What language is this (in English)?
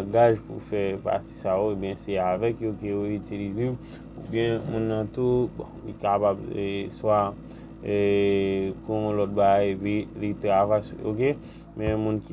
Haitian Creole